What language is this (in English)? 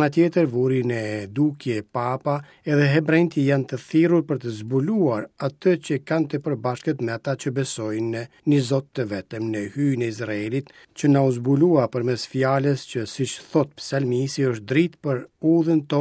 Albanian